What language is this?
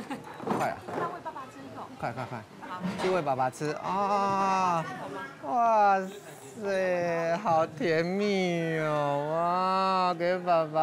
Chinese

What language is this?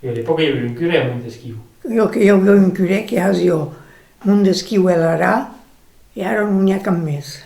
Occitan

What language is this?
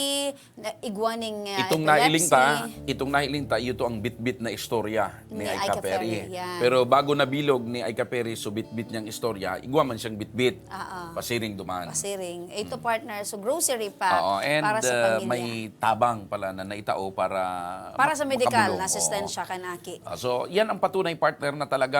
Bikol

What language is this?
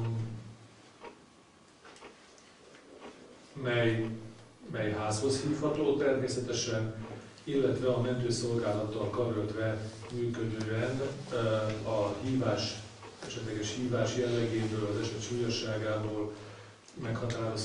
Hungarian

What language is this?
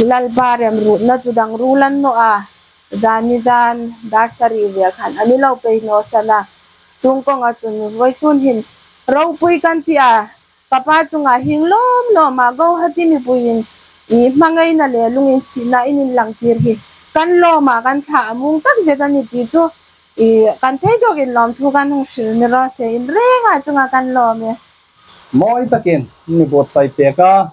Hmar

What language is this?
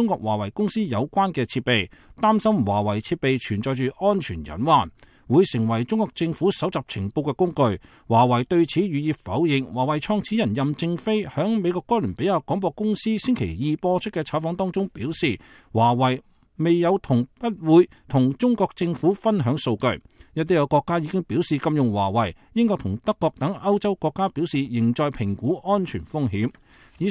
Cantonese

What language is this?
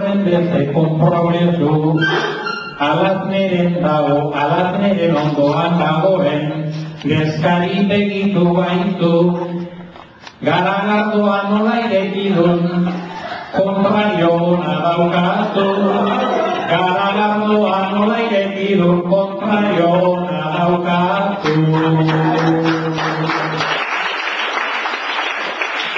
Basque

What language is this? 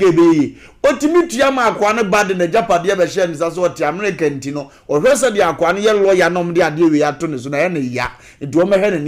Akan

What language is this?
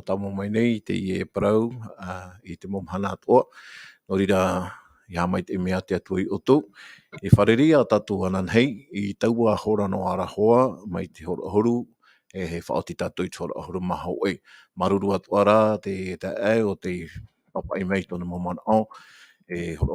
Tahitian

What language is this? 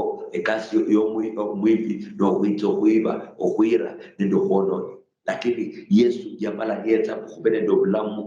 Luyia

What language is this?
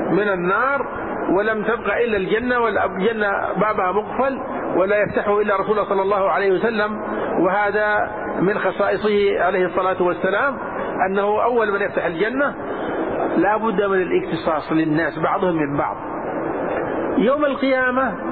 Arabic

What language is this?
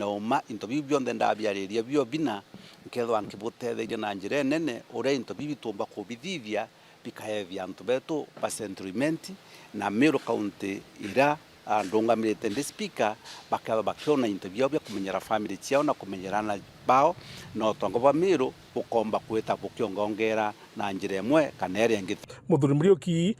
Meru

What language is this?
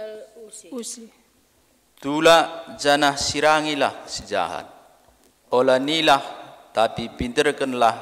Batak Karo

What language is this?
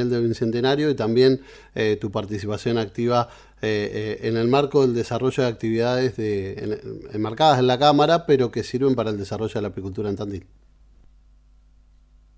Spanish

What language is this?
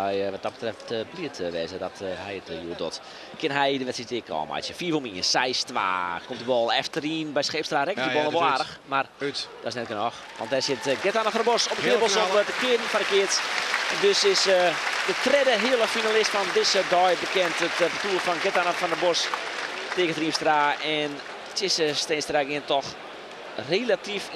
Western Frisian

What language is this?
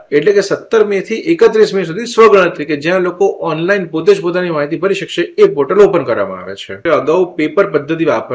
Gujarati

